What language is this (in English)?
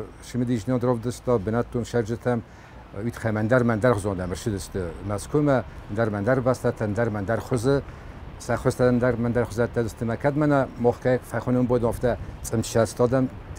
Ossetic